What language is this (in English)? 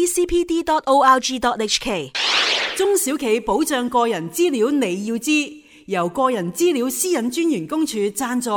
Cantonese